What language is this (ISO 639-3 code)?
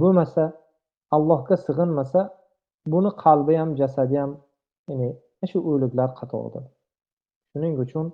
uzb